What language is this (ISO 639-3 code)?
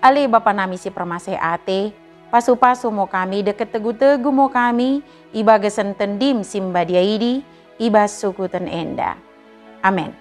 btd